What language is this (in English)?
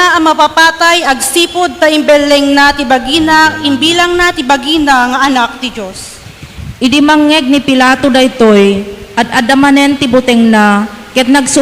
Iloko